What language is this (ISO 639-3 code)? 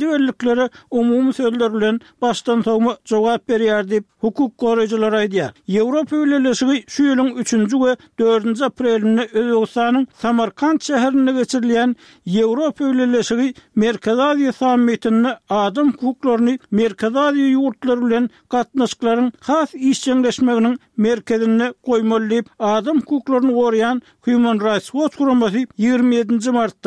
tuk